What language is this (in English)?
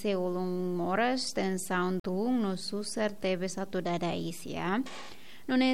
Tetum